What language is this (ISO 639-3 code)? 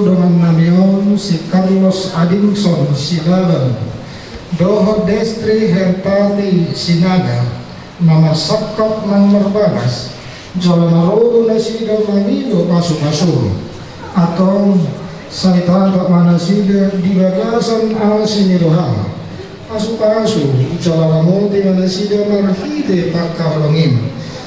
bbc